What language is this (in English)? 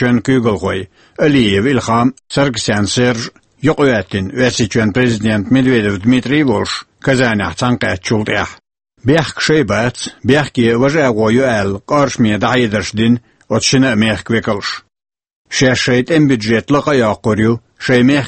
Chechen